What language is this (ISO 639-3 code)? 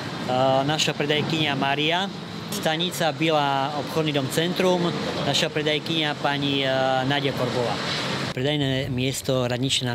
slk